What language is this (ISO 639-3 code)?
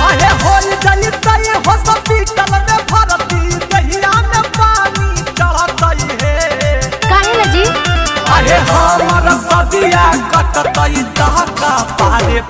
mag